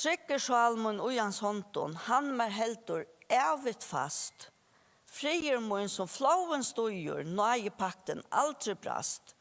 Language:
Faroese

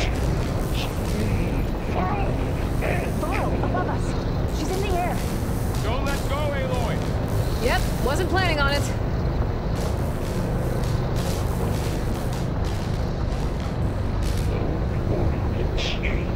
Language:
English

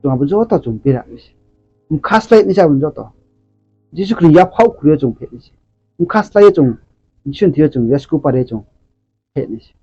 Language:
Riang (India)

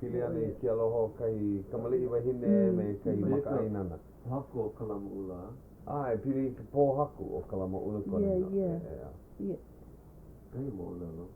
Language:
Hawaiian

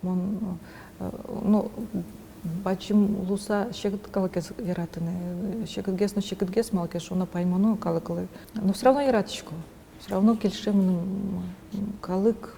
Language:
Udmurt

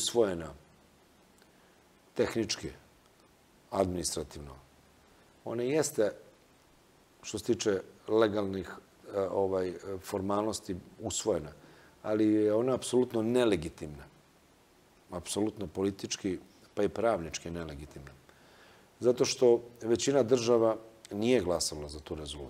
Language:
Serbian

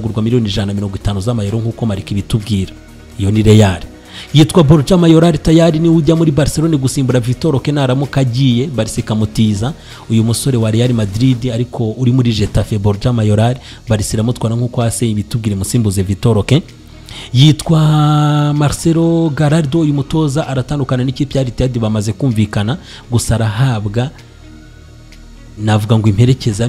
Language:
Kinyarwanda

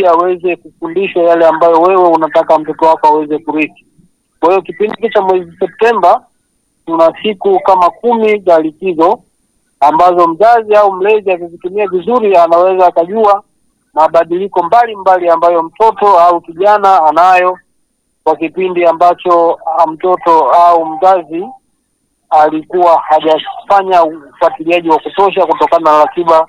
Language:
Swahili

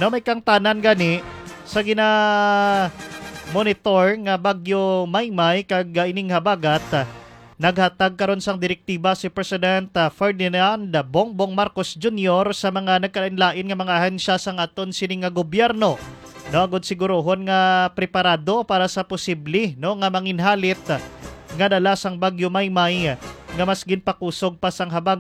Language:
Hiligaynon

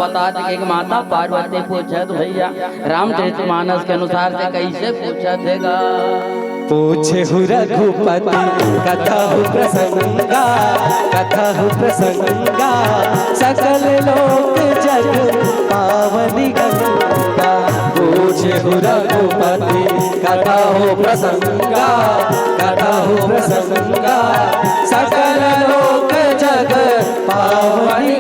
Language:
Chhattisgarhi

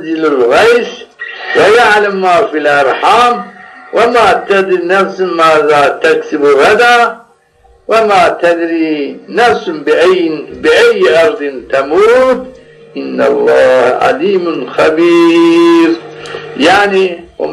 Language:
Zaza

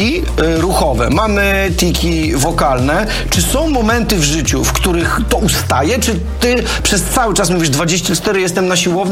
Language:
Polish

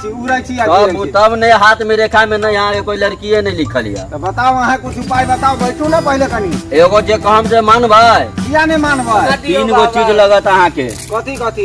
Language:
Maithili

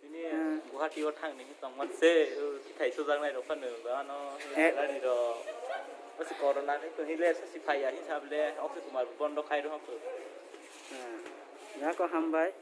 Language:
Kok Borok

